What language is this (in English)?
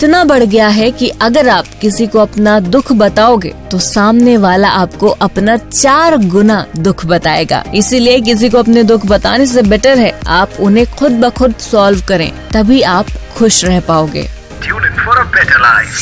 Hindi